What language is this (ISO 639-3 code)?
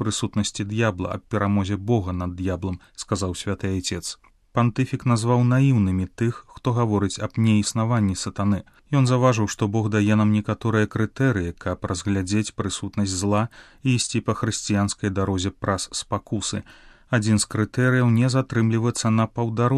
bel